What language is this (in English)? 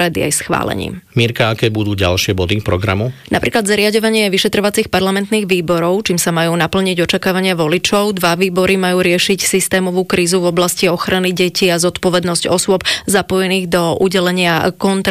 Slovak